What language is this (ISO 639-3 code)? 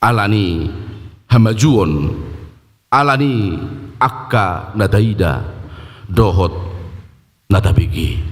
bbc